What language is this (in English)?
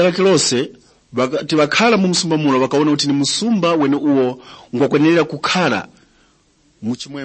Tumbuka